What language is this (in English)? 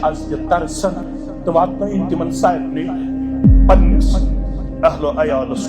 Kashmiri